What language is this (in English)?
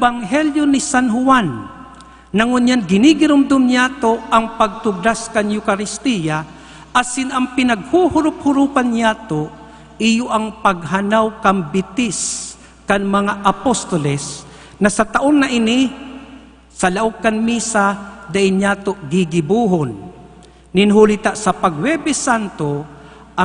Bikol